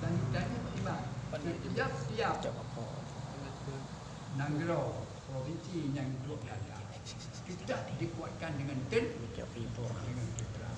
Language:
Achinese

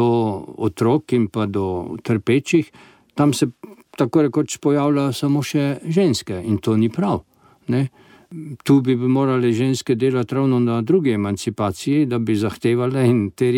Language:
Slovenian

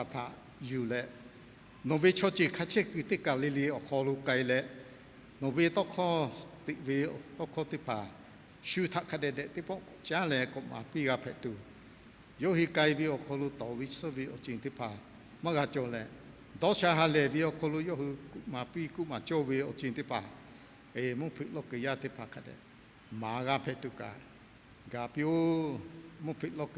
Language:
Lahu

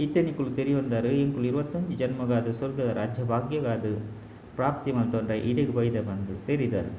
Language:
Tulu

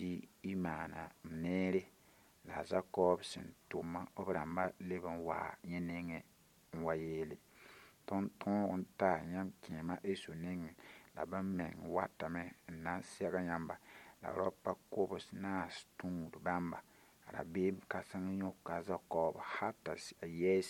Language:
Mossi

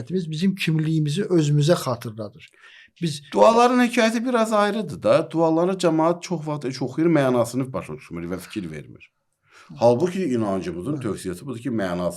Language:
Azerbaijani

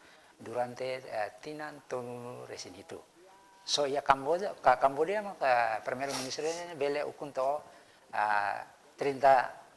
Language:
Tetum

